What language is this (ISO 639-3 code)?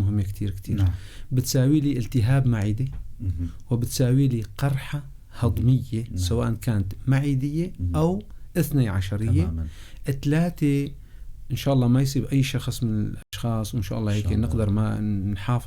apc